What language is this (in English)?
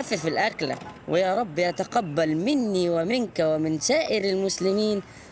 Egyptian Arabic